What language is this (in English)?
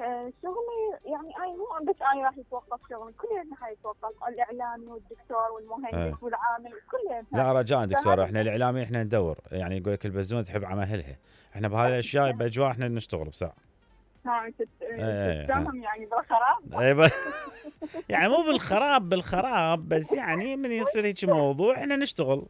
Mesopotamian Arabic